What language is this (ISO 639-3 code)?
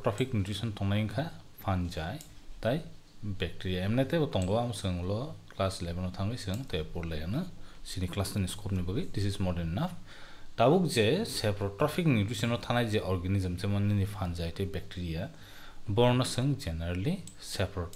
trp